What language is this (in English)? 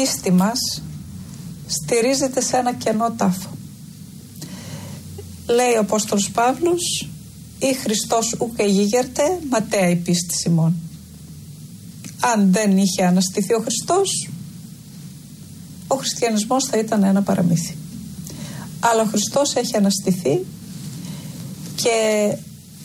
Greek